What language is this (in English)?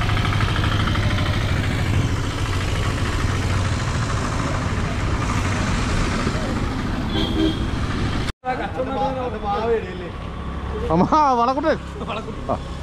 Malayalam